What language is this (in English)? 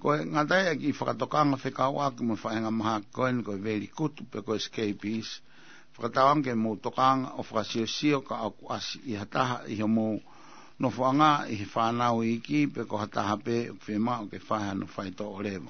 Tongan